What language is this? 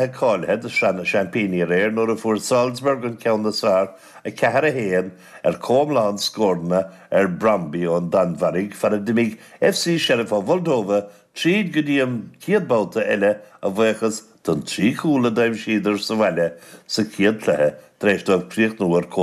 Irish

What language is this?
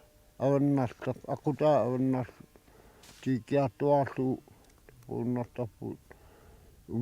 Kalaallisut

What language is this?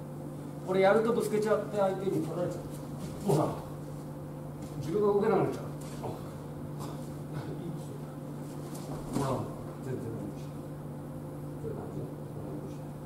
Japanese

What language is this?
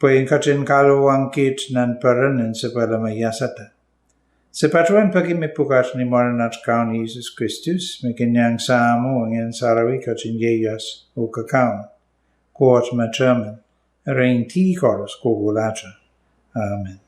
Pohnpeian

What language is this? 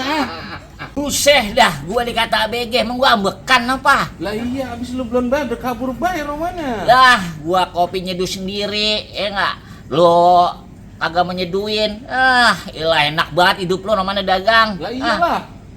Betawi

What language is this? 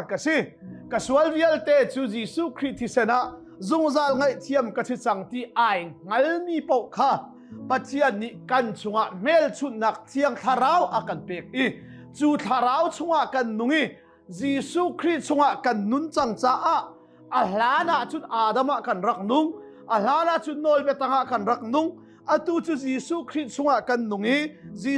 Hakha Chin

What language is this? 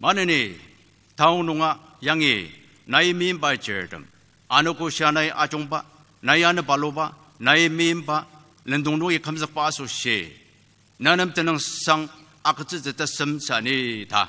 Ao Naga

